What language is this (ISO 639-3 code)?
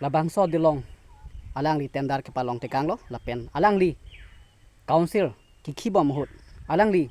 mjw